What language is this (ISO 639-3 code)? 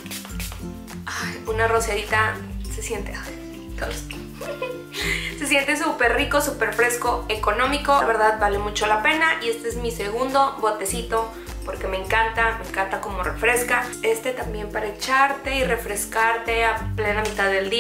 spa